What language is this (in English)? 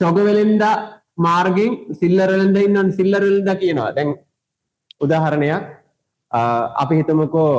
Sinhala